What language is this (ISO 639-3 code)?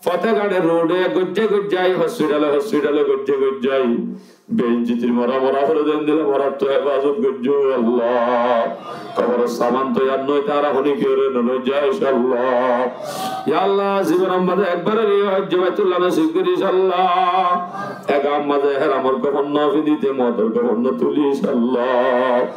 rhg